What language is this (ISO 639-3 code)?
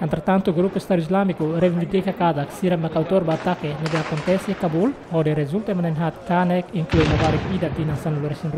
tet